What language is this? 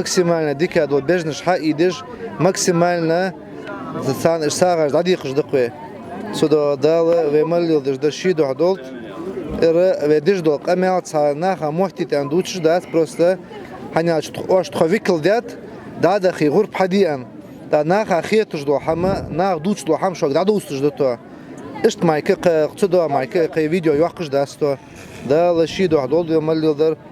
Chechen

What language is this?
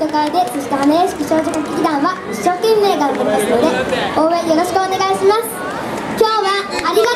Japanese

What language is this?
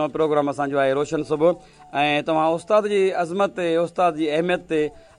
Sindhi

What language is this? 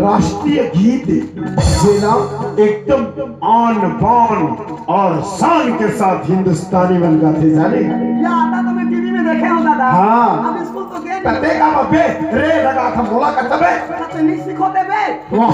Chhattisgarhi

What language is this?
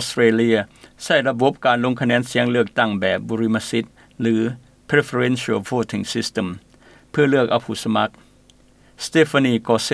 Lao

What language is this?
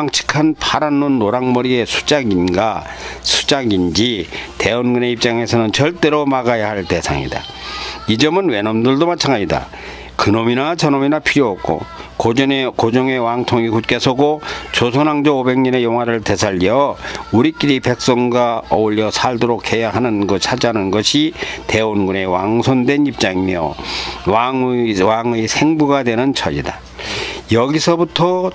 Korean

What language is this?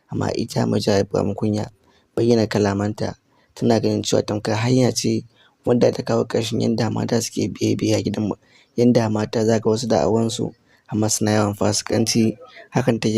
Hausa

